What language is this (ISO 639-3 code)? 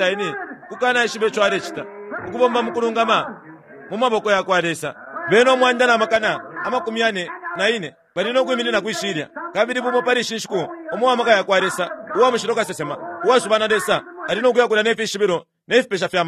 bem